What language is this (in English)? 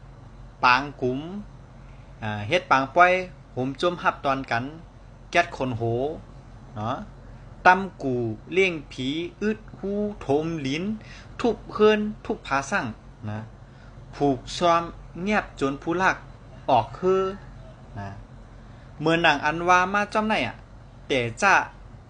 Shan